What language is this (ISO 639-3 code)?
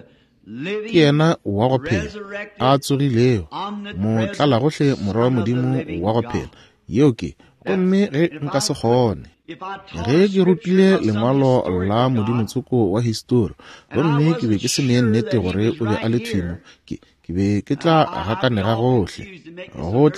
nso